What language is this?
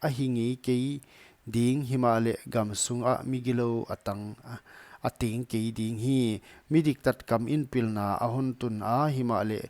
Paite Chin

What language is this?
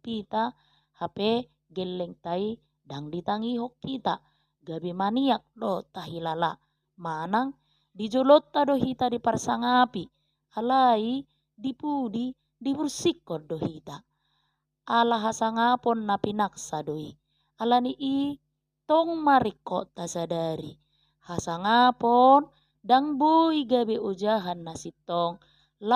Batak Toba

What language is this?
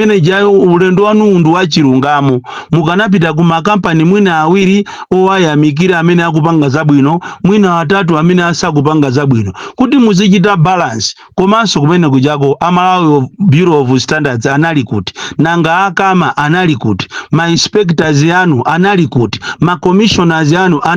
Nyanja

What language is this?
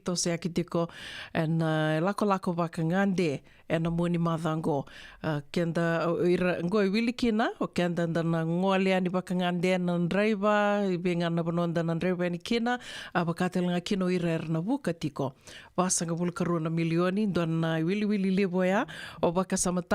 Fijian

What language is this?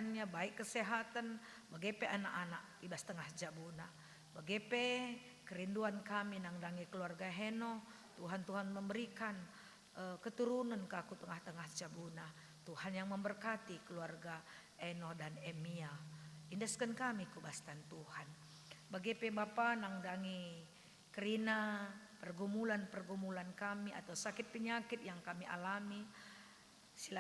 Batak Karo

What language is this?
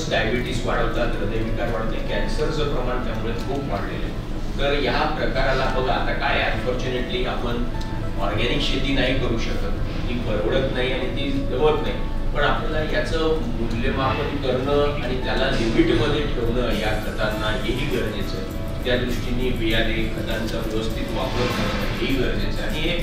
Marathi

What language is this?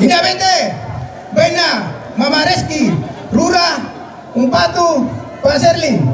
Toraja-Sa'dan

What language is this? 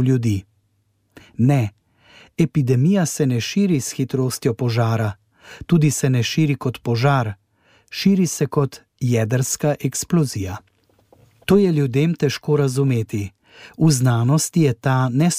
Slovenian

